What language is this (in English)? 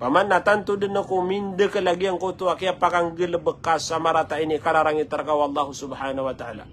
Maranao